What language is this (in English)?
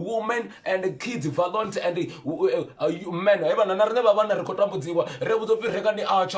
Venda